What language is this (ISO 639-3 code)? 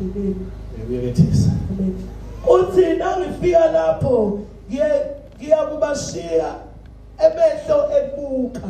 zul